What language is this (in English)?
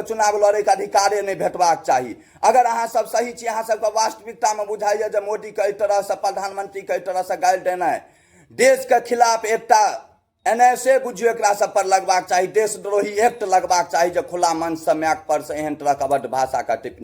Maithili